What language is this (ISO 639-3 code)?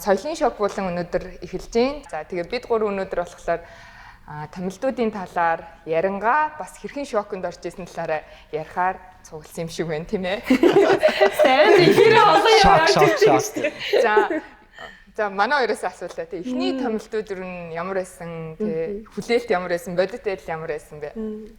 mon